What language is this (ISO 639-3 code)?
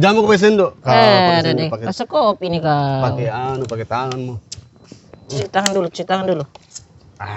mfp